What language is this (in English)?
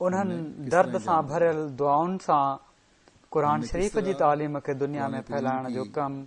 Sindhi